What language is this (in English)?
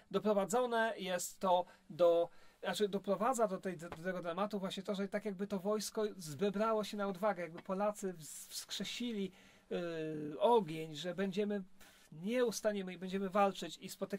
Polish